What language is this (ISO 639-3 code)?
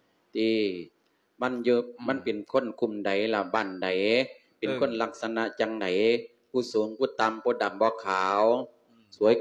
lao